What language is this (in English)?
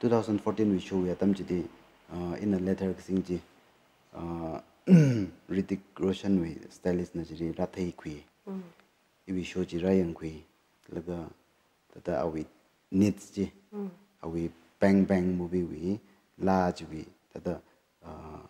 Tangkhul Naga (India)